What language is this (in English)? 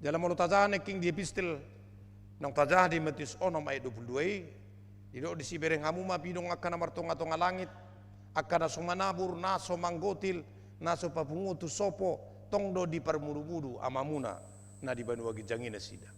Batak Toba